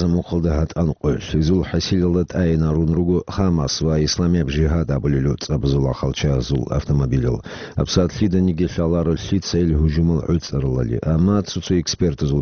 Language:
Avaric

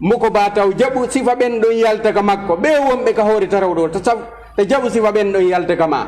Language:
Fula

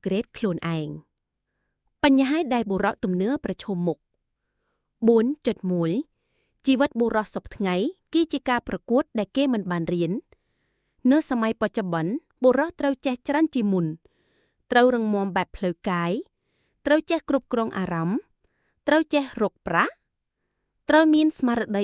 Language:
Khmer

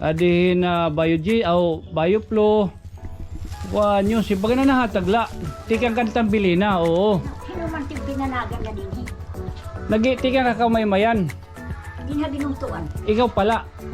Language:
Waray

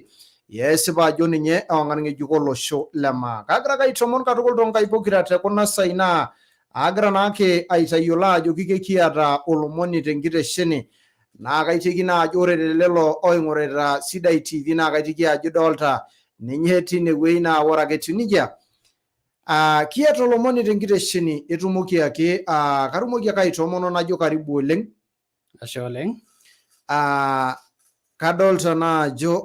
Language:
Masai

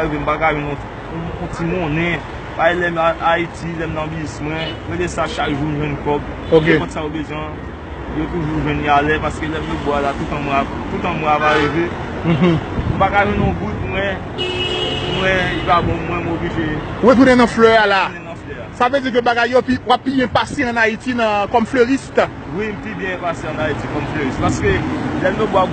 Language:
Haitian Creole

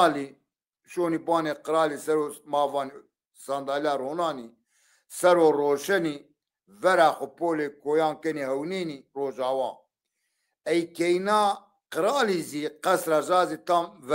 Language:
Zaza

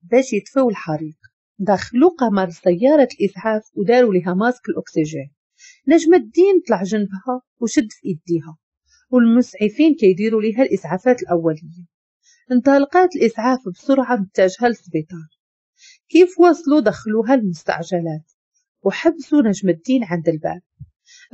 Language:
Moroccan Arabic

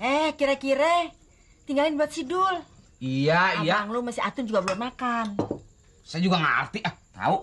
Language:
Betawi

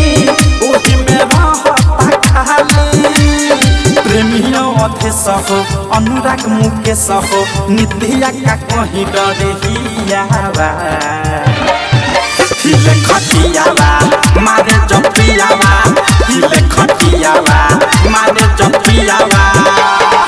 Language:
Bhojpuri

